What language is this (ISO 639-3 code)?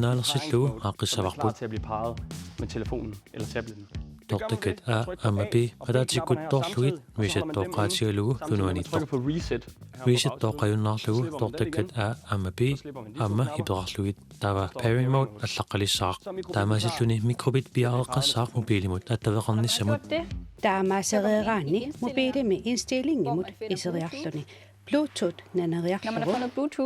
kal